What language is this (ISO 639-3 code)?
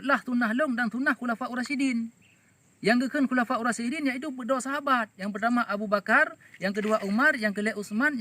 ace